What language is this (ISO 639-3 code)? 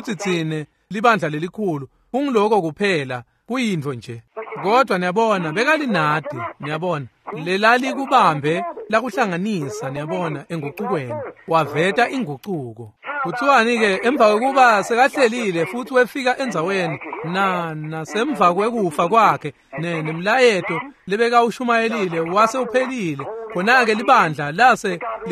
ssw